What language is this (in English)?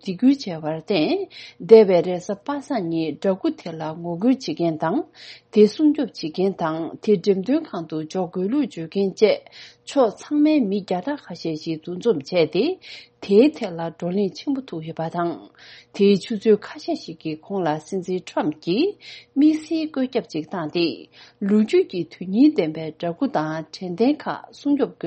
Tibetan